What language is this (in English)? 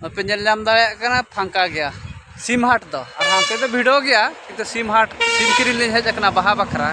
Santali